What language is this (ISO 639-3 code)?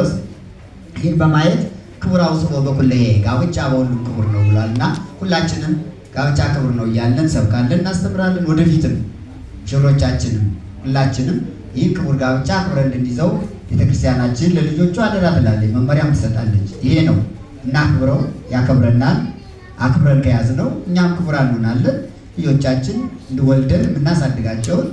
amh